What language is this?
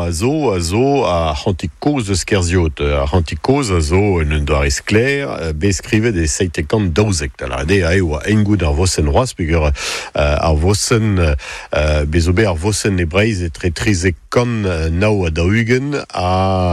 Breton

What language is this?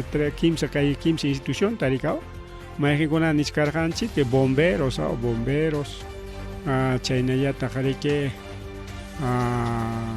Ayacucho Quechua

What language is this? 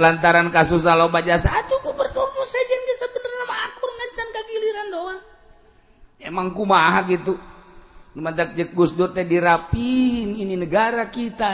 Sundanese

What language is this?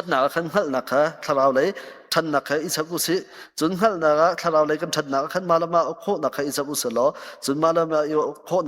Hakha Chin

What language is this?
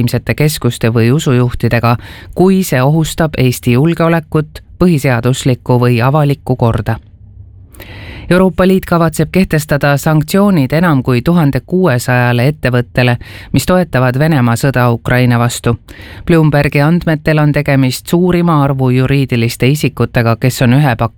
Estonian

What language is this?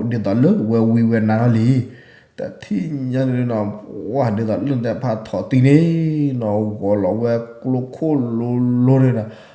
S'gaw Karen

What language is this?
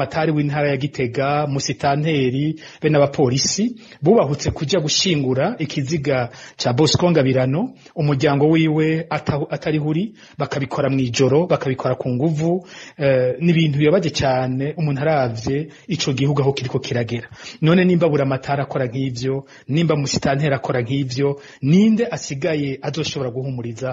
Rundi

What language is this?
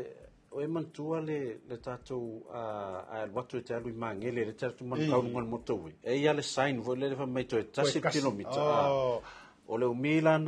Samoan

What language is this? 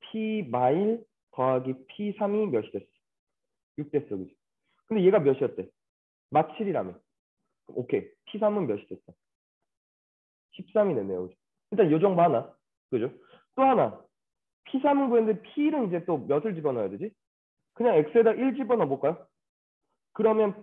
Korean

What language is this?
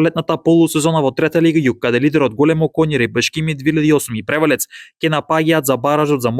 Macedonian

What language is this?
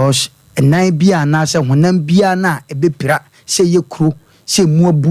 Akan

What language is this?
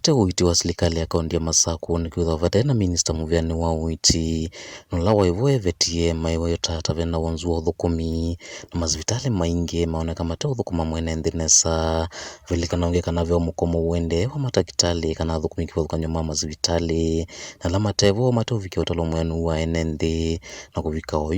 Kamba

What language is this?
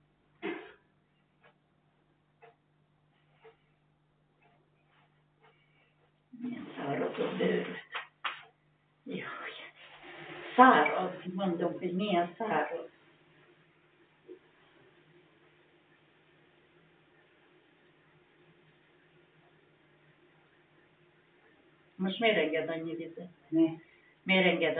Hungarian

